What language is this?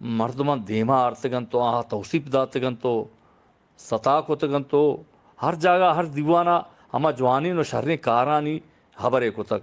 Eastern Balochi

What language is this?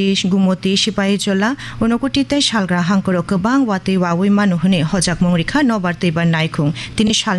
Kok Borok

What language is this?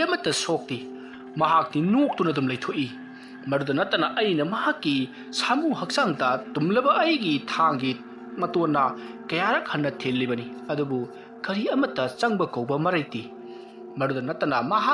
Manipuri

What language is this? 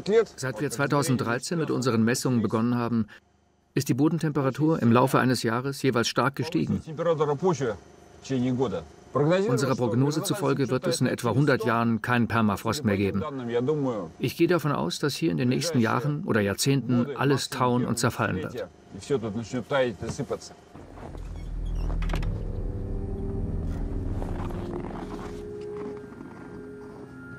German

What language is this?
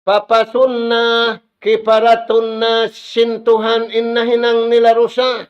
Tausug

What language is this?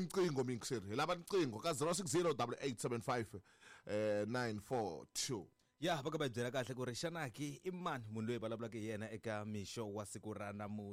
Tsonga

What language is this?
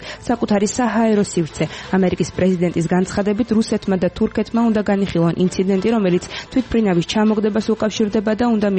Georgian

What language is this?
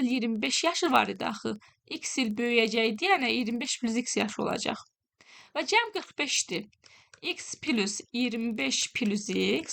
Azerbaijani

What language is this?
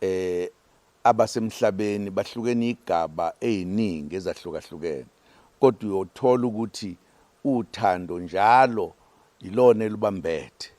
Zulu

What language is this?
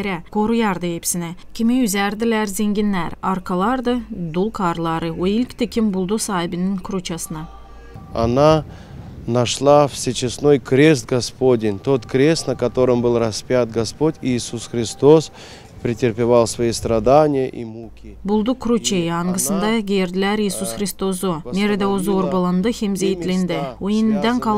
Gagauz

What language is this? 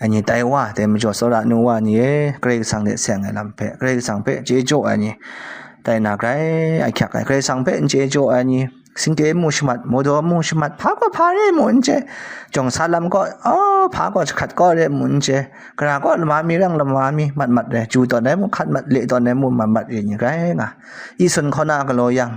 Kachin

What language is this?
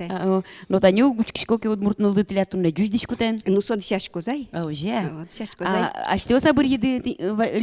Udmurt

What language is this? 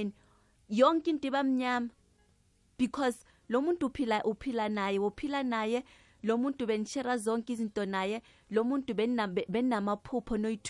South Ndebele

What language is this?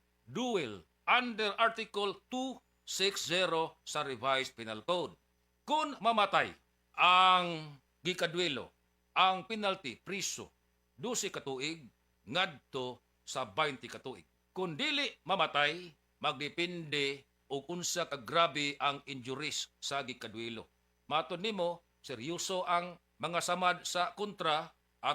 Cebuano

